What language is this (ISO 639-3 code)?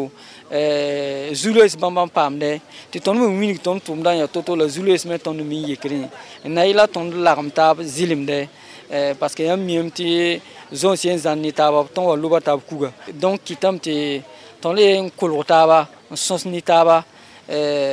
mos